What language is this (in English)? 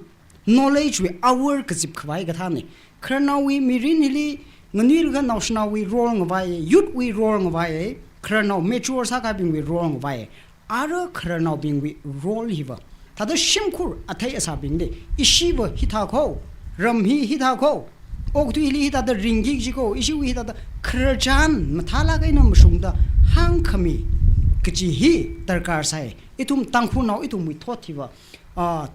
Tangkhul Naga (India)